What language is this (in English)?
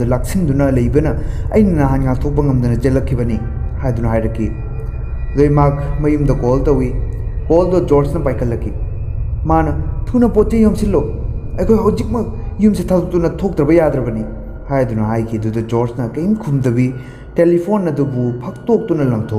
Manipuri